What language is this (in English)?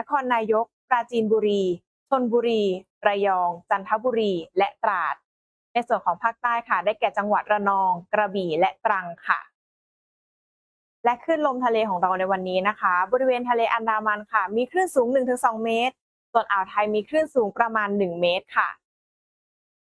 Thai